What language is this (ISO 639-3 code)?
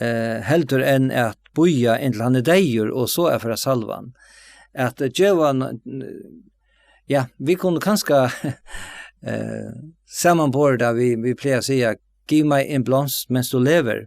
fao